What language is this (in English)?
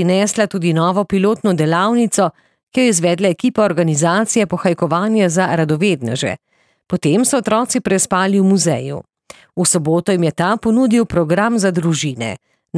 Slovenian